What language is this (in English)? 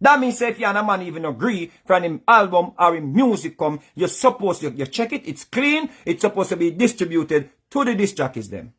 Jamaican Creole English